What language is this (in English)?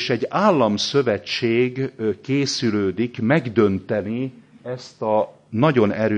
Hungarian